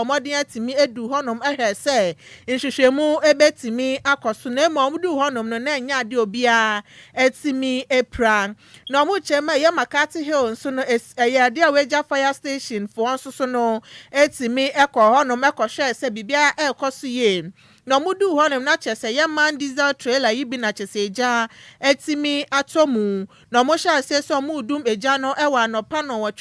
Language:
Akan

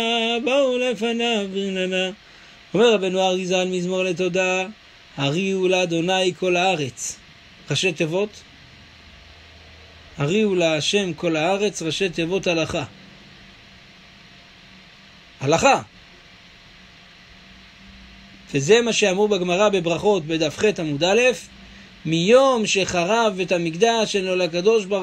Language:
Hebrew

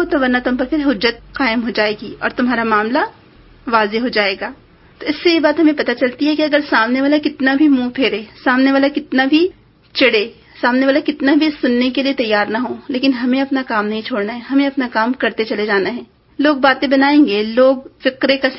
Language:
Urdu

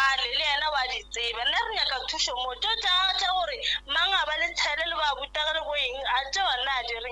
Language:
Northern Sotho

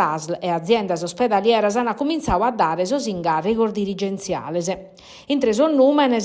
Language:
Sardinian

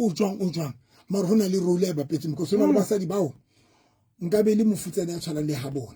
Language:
Southern Sotho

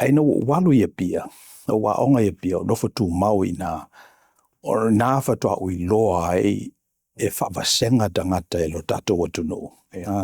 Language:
Samoan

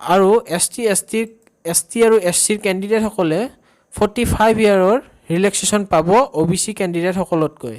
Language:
Assamese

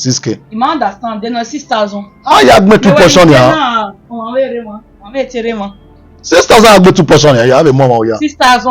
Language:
Bini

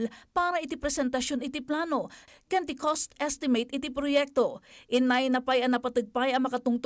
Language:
Iloko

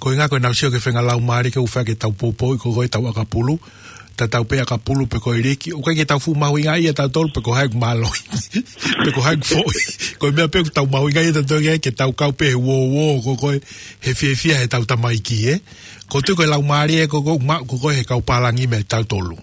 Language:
Tongan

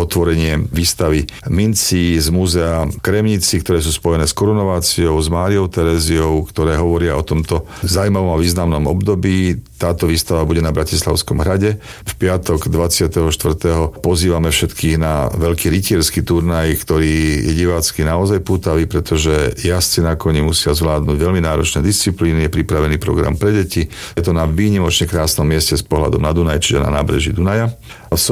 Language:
Slovak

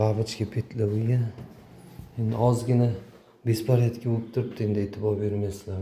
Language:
Uzbek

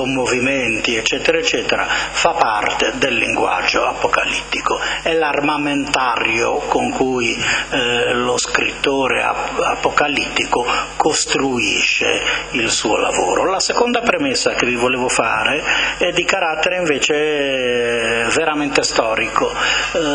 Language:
Italian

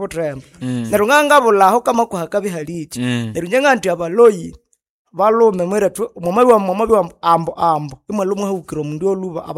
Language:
Nande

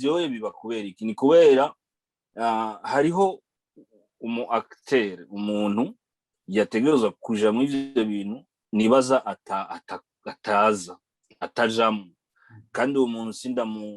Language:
Rundi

